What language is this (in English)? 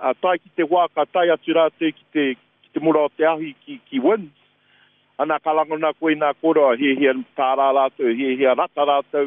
Māori